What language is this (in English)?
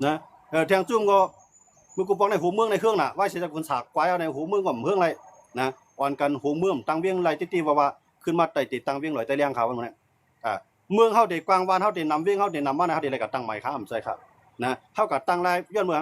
Shan